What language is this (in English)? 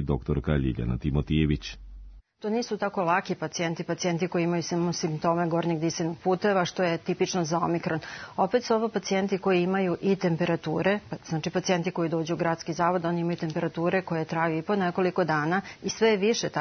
Serbian